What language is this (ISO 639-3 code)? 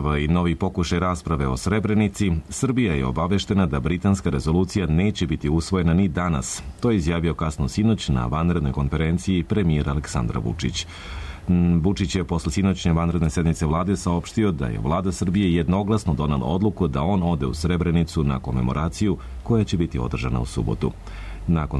srp